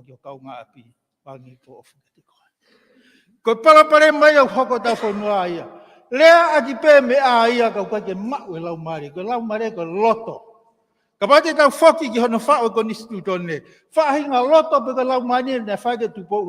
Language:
Tongan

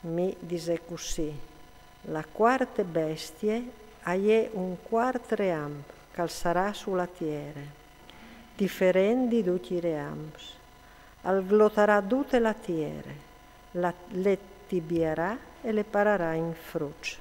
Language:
Friulian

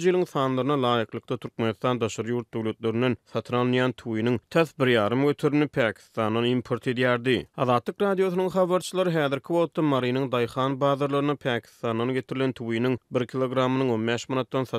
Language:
Turkmen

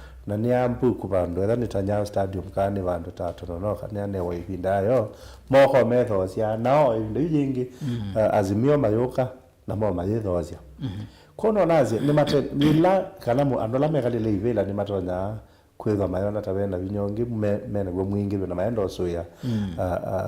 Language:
Kamba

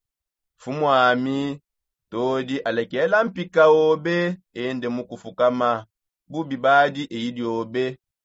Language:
Songe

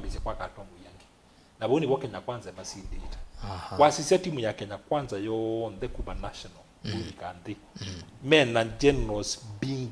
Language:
Kamba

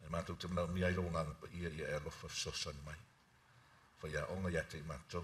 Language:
Samoan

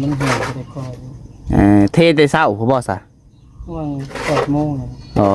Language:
Northeastern Thai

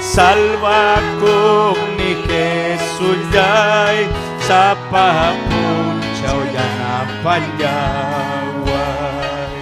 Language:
Ayacucho Quechua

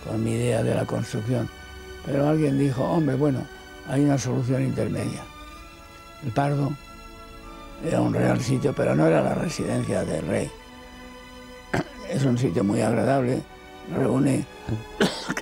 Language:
Spanish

